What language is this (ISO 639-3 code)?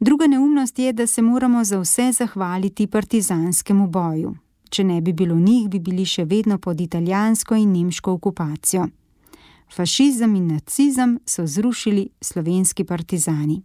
slv